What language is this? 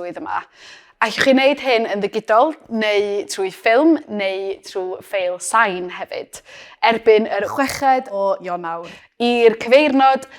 Welsh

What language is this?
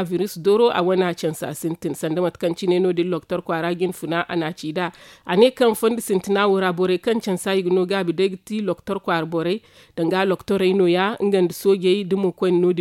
Zarma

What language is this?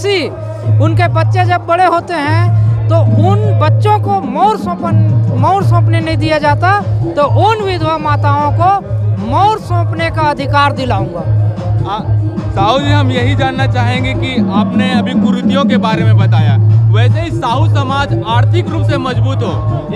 Hindi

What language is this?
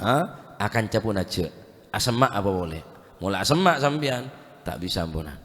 Madurese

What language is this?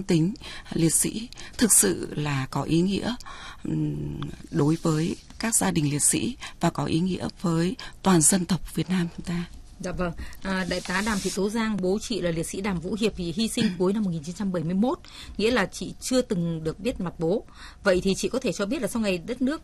Vietnamese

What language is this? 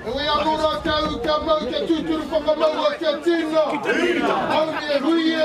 Māori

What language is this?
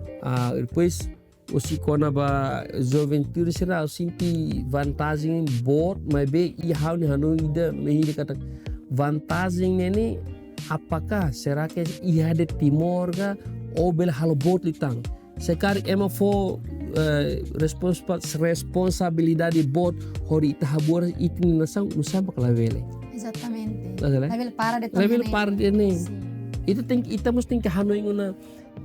Tetum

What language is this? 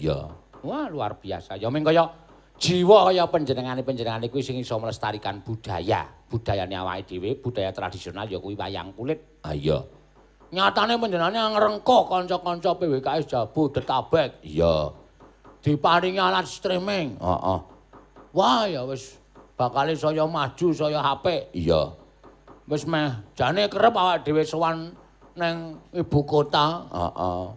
Javanese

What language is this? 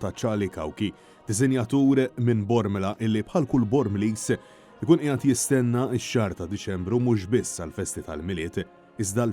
Maltese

